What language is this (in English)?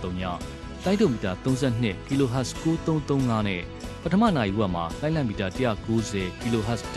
Burmese